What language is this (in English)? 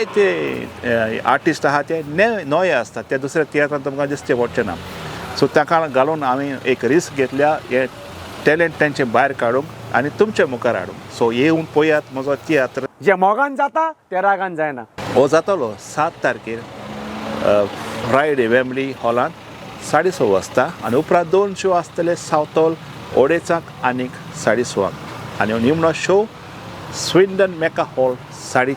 Konkani